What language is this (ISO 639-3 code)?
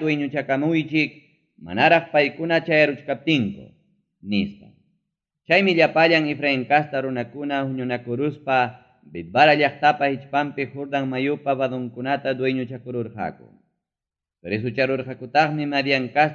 quy